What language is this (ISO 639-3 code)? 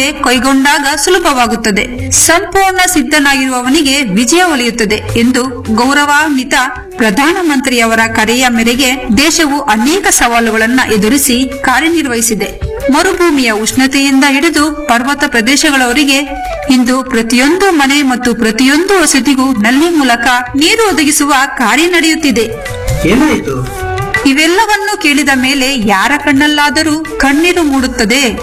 kan